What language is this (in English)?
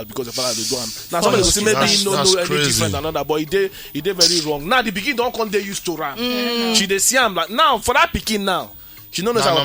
Nigerian Pidgin